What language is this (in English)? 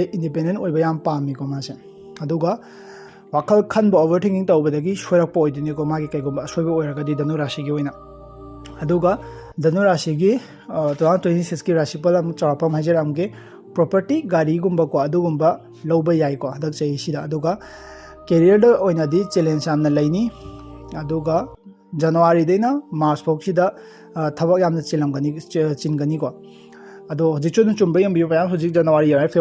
Manipuri